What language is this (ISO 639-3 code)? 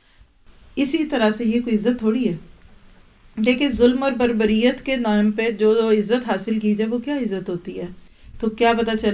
urd